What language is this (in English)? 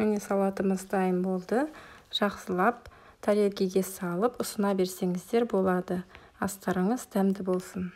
Kazakh